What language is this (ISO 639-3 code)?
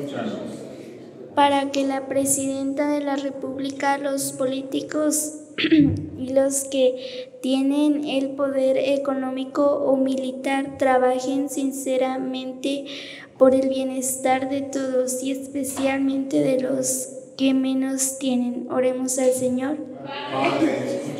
spa